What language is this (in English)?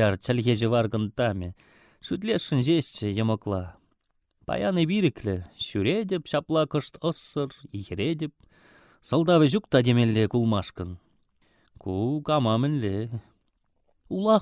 Chuvash